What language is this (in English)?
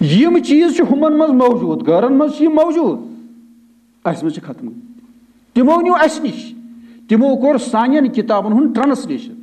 Kashmiri